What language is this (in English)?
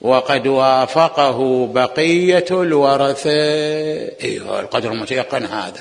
Mesopotamian Arabic